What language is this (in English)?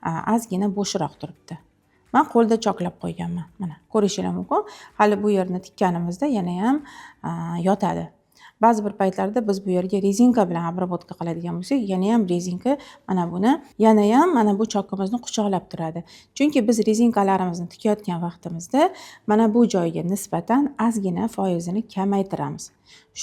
Uzbek